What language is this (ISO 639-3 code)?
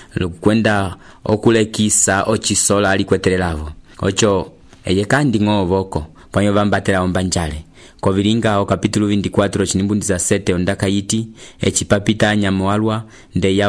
umb